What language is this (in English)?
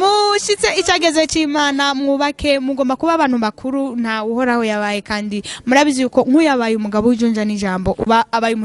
Rundi